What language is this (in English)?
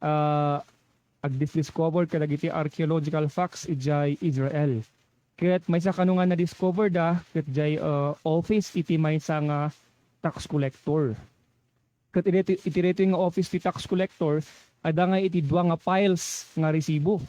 Iloko